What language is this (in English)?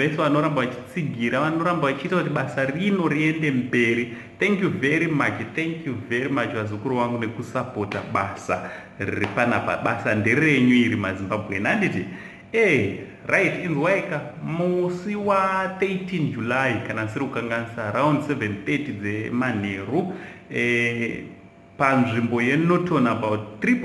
Shona